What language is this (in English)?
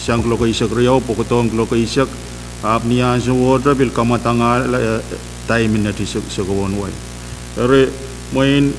Pohnpeian